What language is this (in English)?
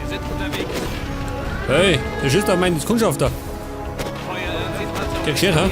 Bavarian